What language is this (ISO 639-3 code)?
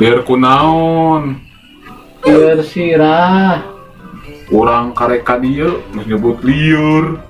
sun